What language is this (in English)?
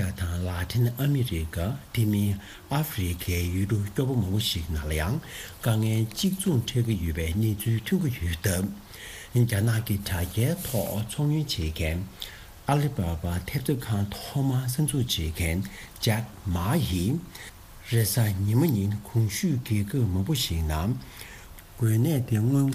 Tibetan